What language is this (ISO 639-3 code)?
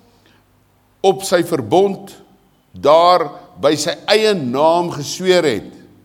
afr